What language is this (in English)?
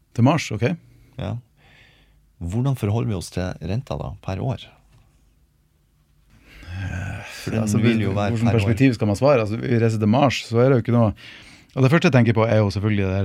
Norwegian